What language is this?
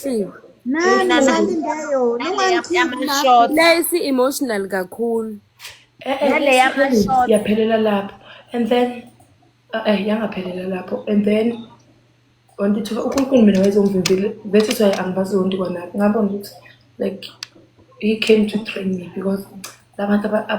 Zulu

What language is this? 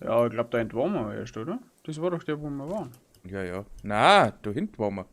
Bavarian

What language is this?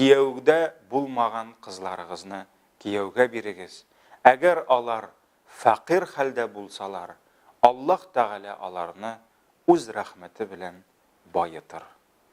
Tatar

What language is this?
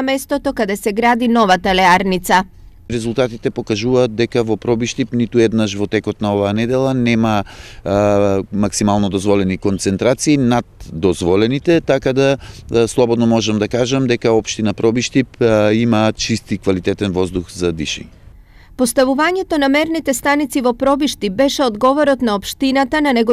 Macedonian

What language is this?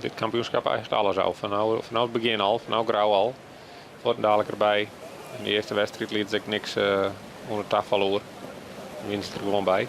Western Frisian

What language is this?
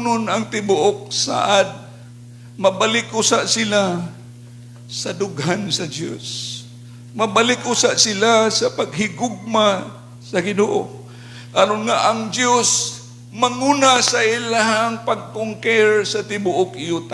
Cebuano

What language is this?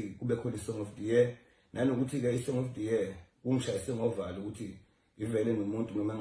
Zulu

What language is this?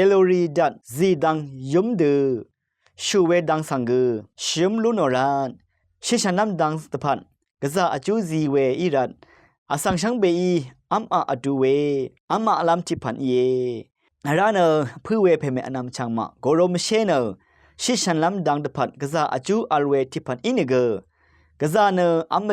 Rawang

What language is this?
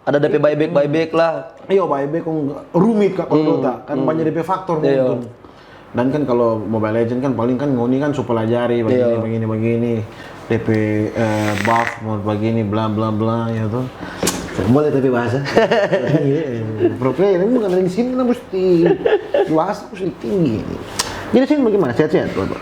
Manado Malay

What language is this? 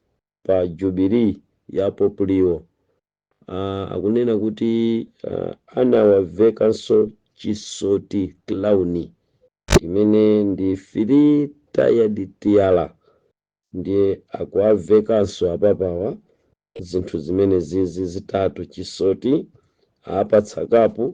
Nyanja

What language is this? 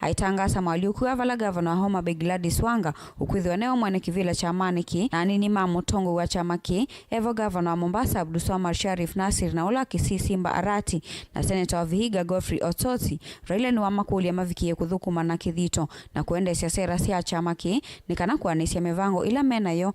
Kamba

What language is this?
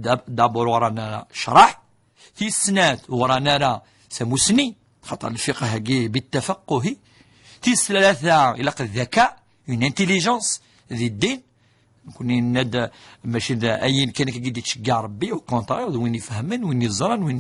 Kabyle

